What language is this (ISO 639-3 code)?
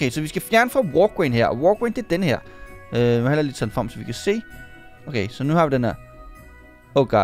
dan